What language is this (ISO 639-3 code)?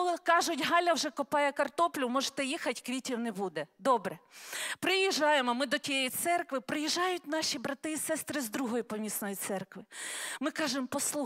ukr